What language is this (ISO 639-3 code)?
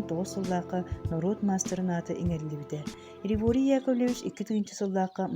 sah